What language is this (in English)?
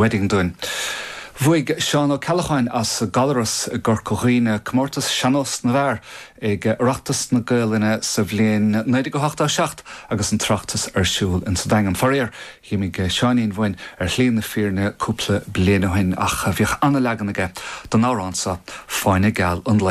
Irish